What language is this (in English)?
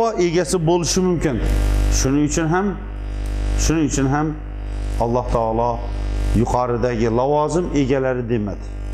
Uzbek